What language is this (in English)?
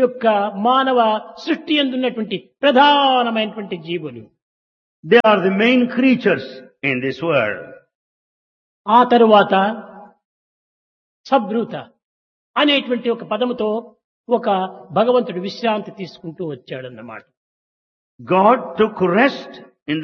Telugu